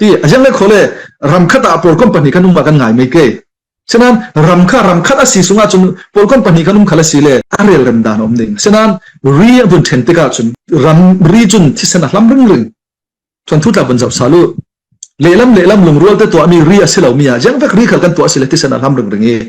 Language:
Falam Chin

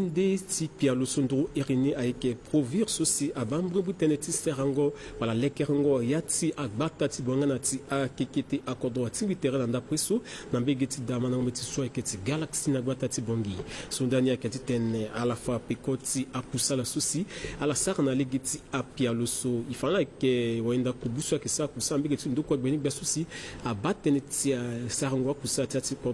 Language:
Sango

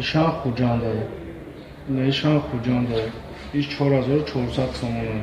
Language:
Tajik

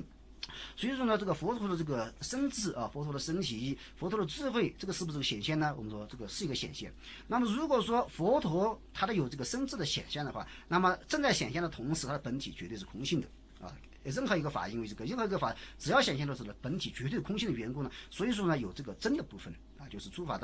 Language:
Chinese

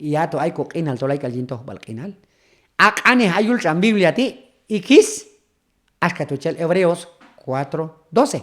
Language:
Q'anjob'al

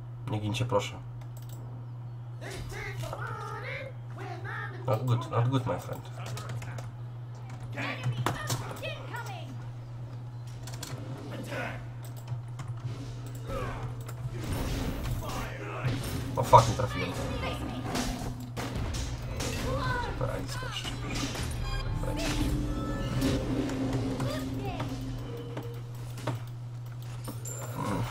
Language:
Polish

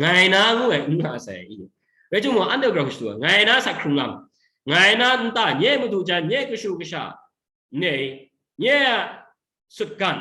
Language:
Kachin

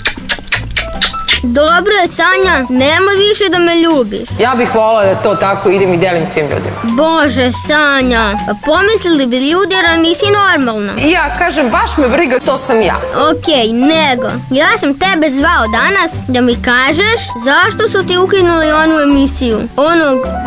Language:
Serbian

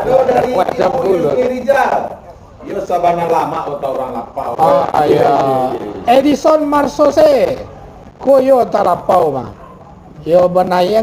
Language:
Minangkabau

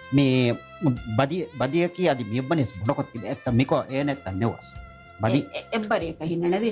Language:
Divehi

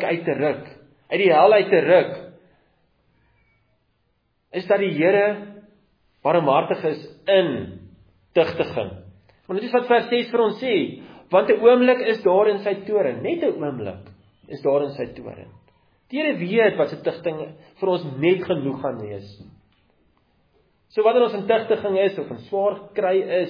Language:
Afrikaans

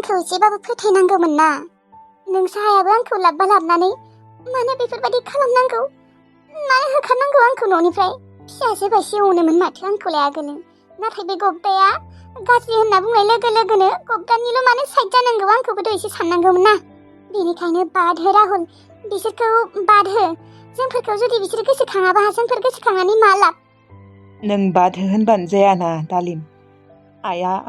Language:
Bodo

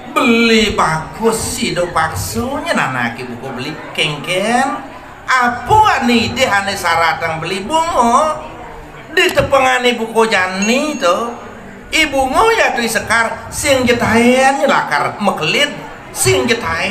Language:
Balinese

